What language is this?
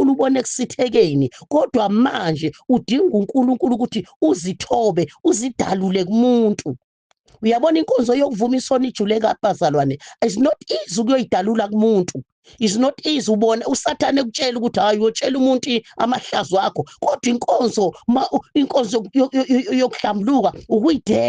Zulu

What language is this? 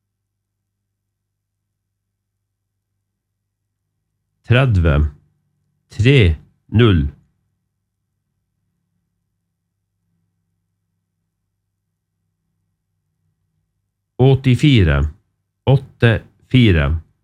Norwegian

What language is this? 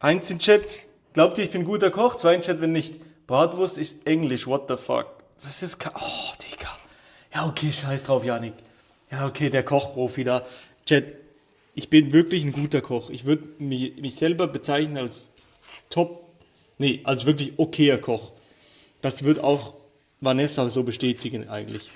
Swiss German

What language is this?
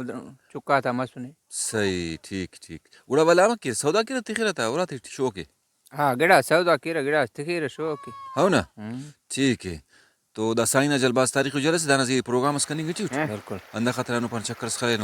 Brahui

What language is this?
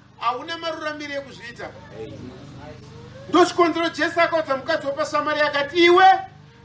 Shona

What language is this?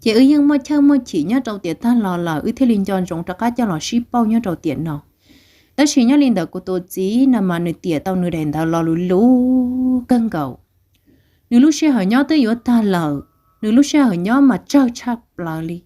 Hmong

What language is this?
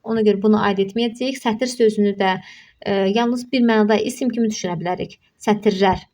Azerbaijani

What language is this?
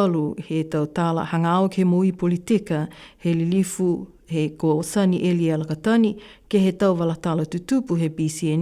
Niuean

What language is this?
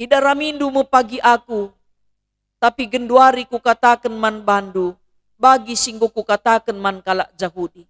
Batak Karo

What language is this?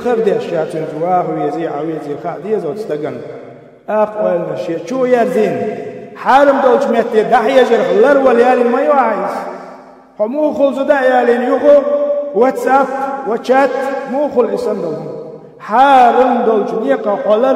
Chechen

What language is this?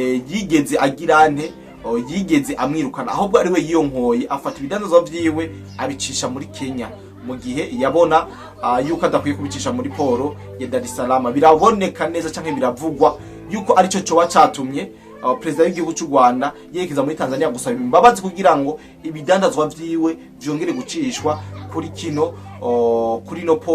Rundi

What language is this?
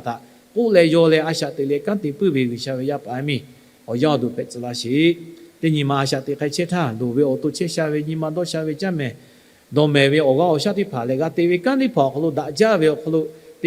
Lahu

